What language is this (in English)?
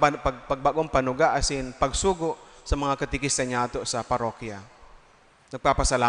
Bikol